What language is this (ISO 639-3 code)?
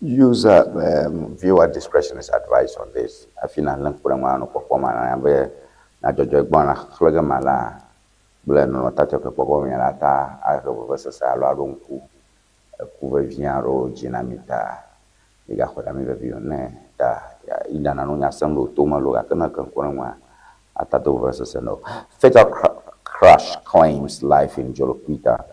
ewe